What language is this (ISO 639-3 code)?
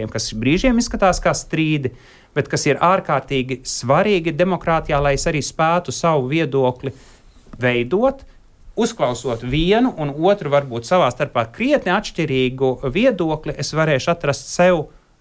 lav